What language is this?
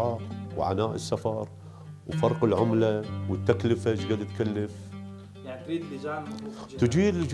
Mesopotamian Arabic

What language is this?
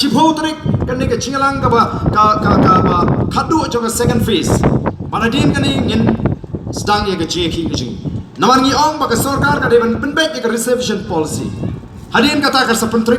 Khasi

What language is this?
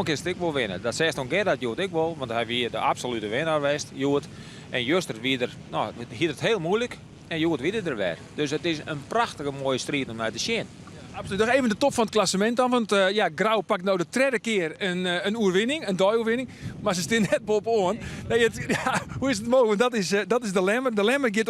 Western Frisian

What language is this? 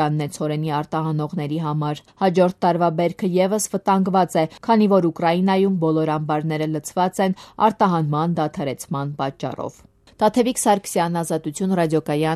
Armenian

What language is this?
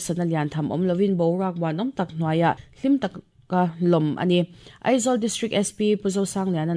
Mizo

